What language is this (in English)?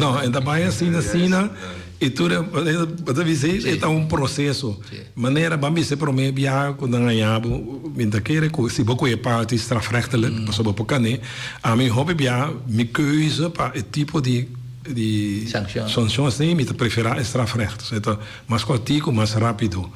Papiamento